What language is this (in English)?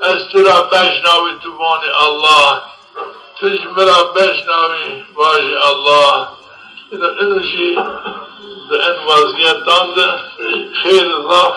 Zaza